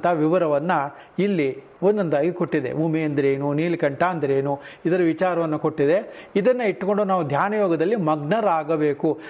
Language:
Kannada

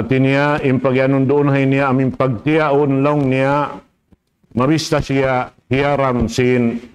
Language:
Tausug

